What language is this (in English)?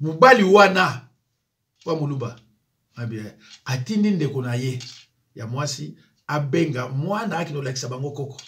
Lingala